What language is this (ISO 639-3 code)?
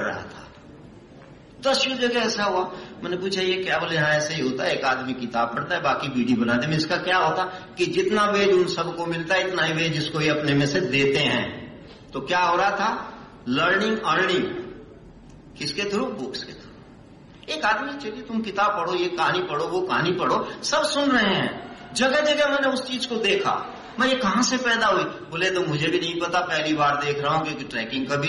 hin